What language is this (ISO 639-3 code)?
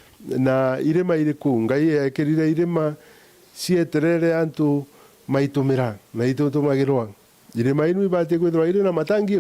mer